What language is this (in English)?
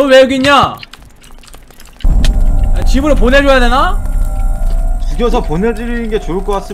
Korean